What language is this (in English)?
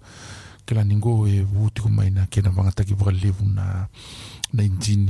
Fijian